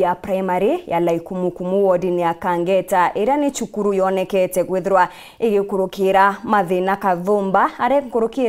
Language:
Meru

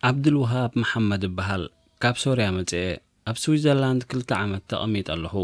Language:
Tigrinya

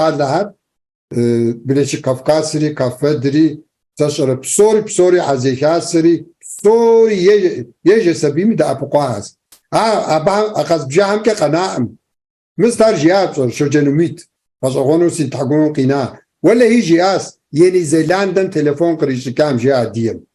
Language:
Kabardian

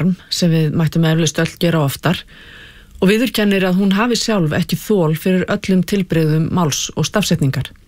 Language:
Icelandic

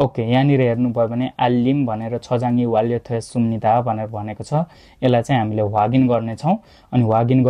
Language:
Nepali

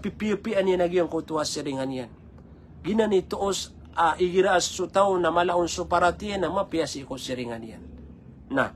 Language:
Maranao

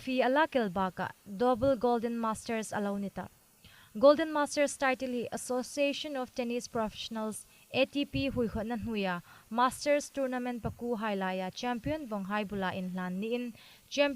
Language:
Hmar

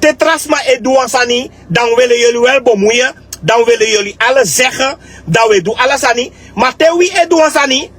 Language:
Sranan Tongo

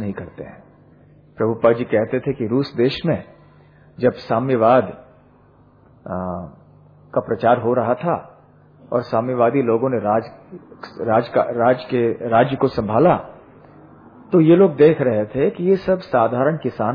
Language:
Hindi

